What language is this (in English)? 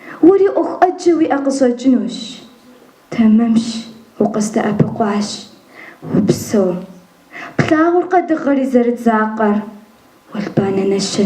Kabardian